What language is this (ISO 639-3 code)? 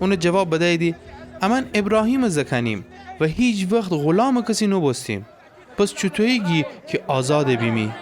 glk